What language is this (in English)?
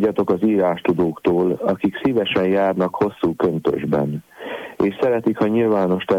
Hungarian